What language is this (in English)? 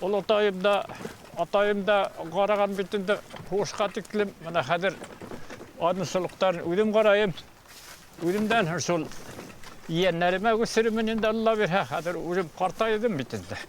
Bashkir